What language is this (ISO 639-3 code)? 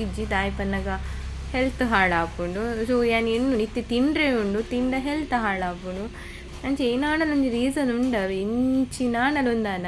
tcy